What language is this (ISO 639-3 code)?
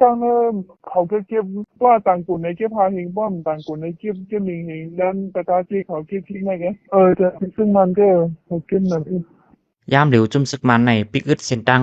shn